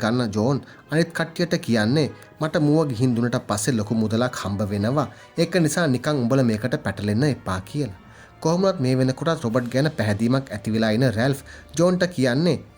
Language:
Sinhala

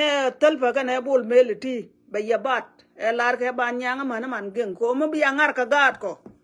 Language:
Nuer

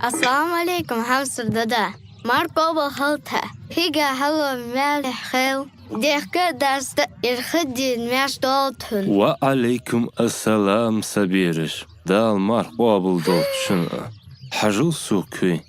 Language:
Ingush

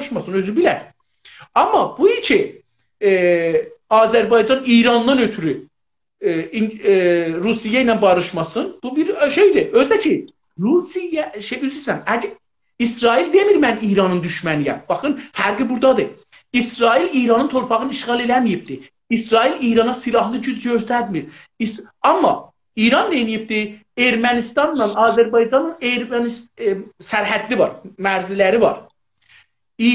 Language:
South Azerbaijani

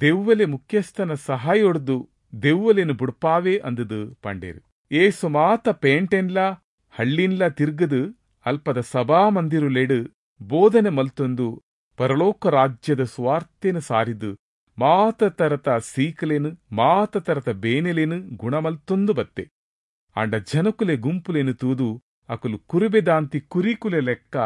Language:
Tulu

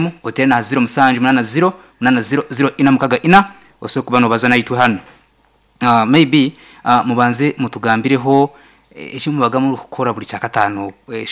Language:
Nyoro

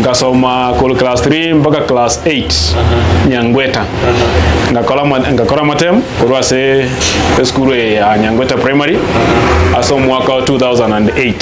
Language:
Gusii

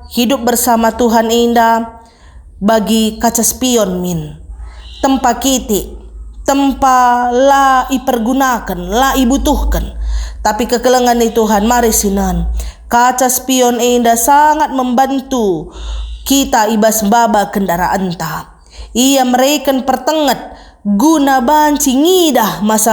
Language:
Batak Karo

